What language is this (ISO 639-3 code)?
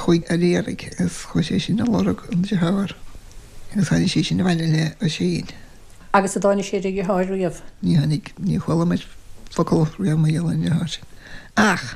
gle